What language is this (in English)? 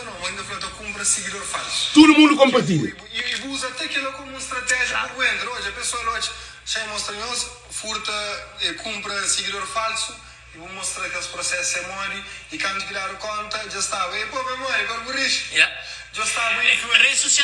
Kabuverdianu